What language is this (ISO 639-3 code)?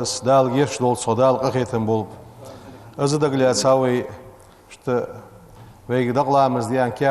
inh